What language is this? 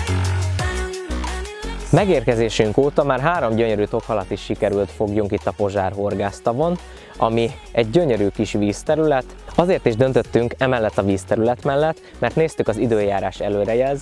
Hungarian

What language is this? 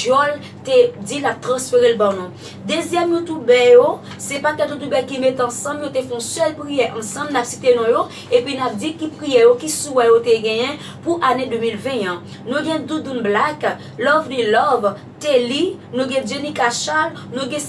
Haitian Creole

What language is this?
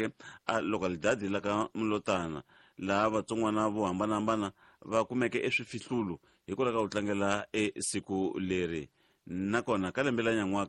Tsonga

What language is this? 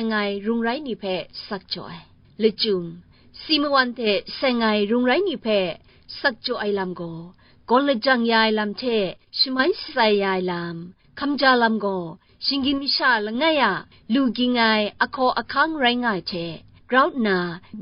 Kachin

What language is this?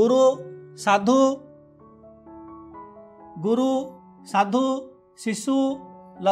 Odia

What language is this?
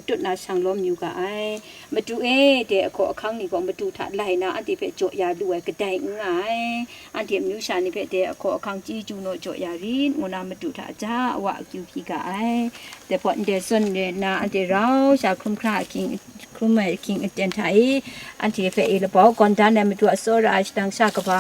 Kachin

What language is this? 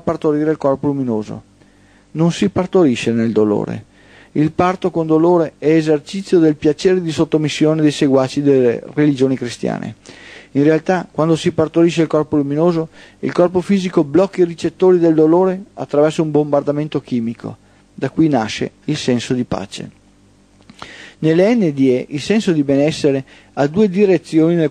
Italian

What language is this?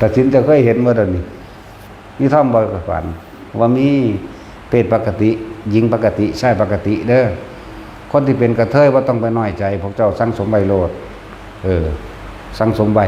Northeastern Thai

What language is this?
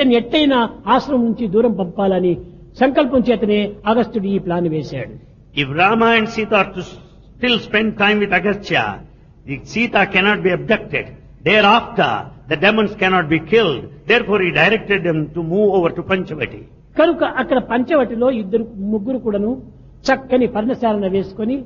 Telugu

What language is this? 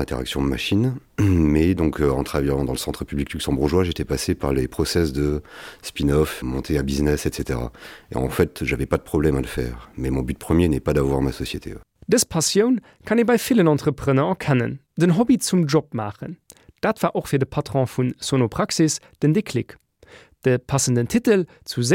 Luxembourgish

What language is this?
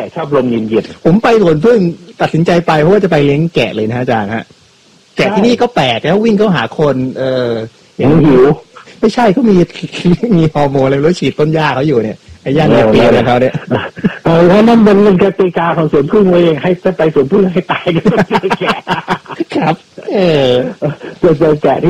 Thai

